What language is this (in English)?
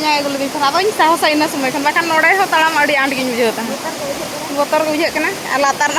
Santali